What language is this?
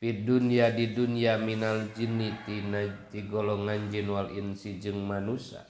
Sundanese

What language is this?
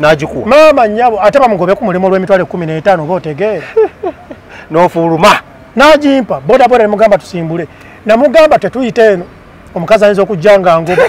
Ganda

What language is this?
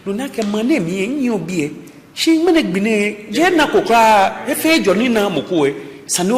Ga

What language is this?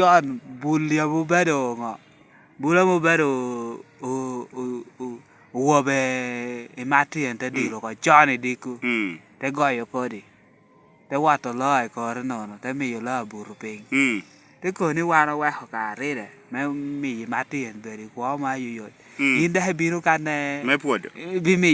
Lango (Uganda)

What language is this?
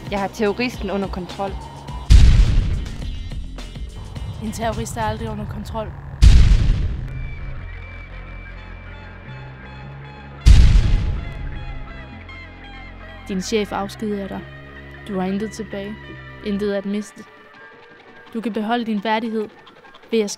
Danish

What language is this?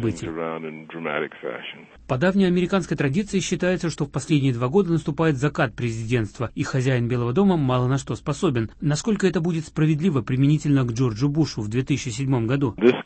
Russian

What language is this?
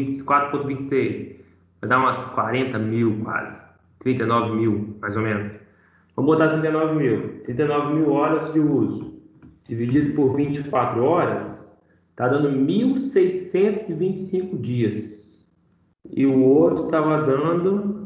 Portuguese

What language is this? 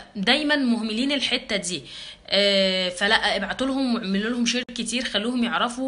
Egyptian Arabic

